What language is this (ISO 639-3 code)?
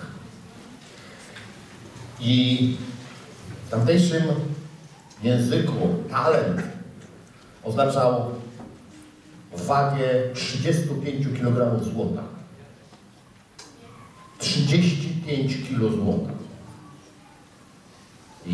pol